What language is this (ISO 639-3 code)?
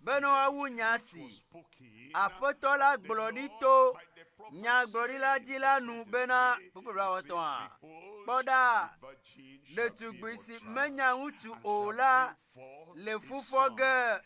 ewe